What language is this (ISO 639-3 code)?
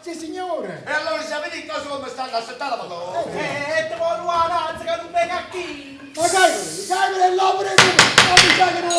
nap